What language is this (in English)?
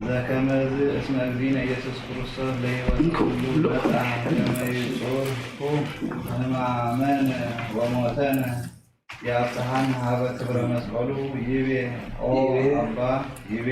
Geez